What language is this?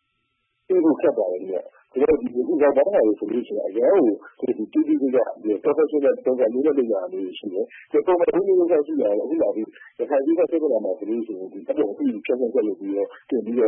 Burmese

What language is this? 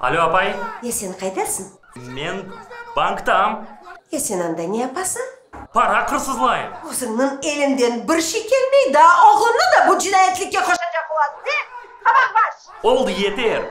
Crimean Tatar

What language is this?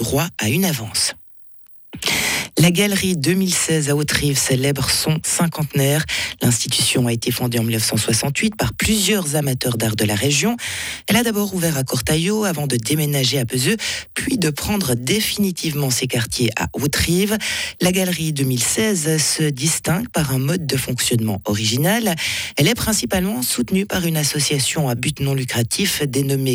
French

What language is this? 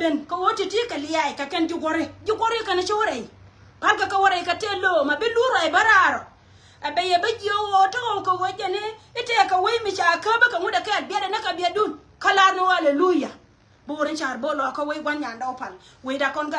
Nuer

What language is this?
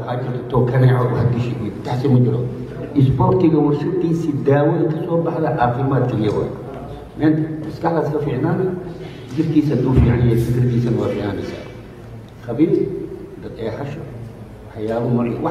Somali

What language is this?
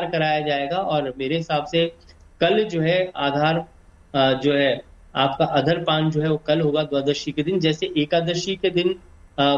Hindi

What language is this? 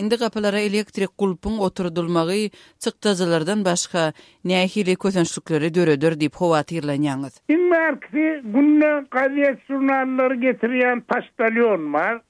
Turkmen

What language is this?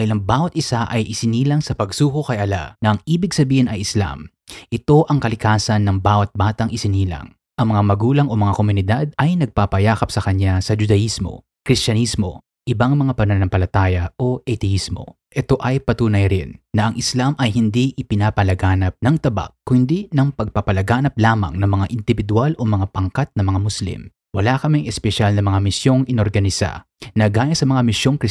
Filipino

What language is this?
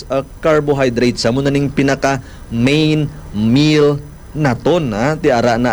Hiligaynon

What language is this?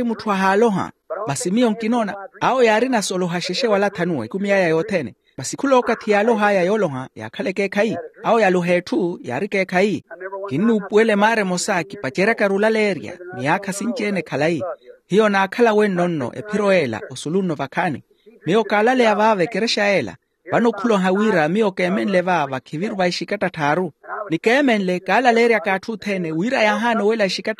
Makhuwa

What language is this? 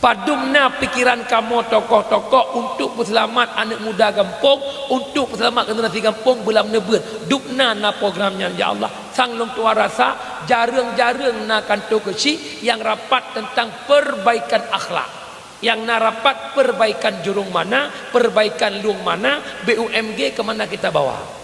Achinese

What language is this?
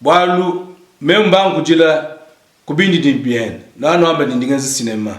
Luba-Lulua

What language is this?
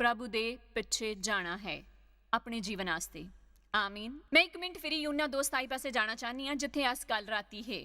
Dogri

